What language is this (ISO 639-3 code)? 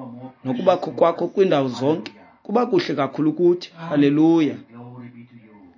xho